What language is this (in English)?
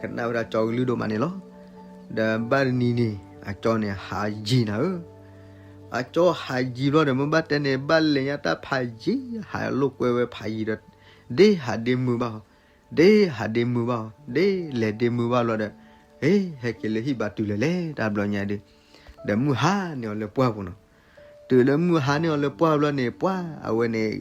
S'gaw Karen